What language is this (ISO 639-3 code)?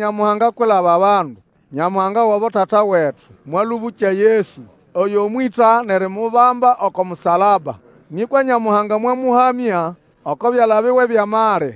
nnb